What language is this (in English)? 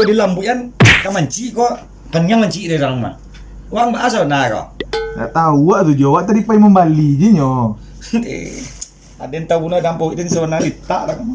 Minangkabau